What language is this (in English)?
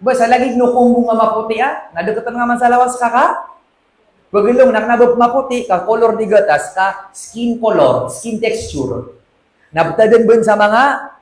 Maranao